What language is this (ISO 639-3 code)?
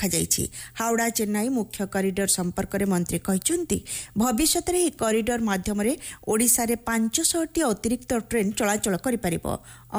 ori